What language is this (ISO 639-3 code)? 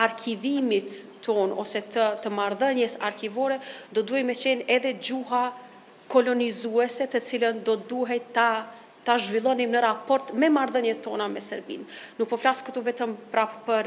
sqi